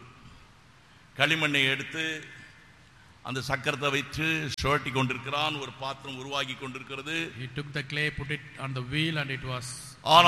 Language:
Tamil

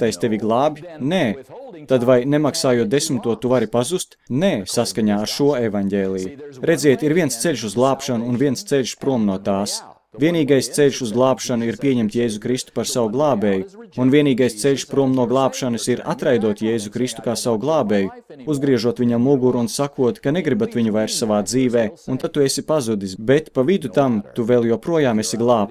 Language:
Latvian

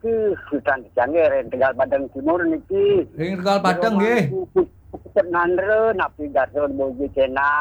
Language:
Balinese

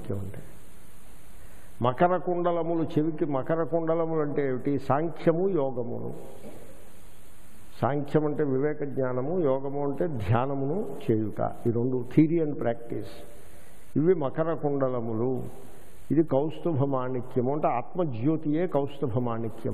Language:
Telugu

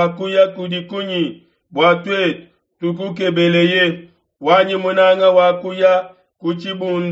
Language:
Luba-Lulua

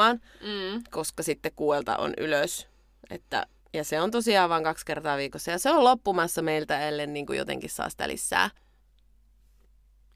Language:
Finnish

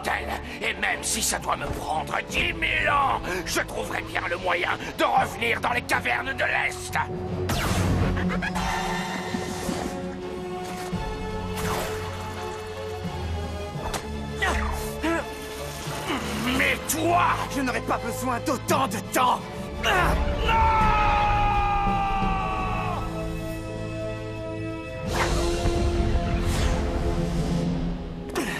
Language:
French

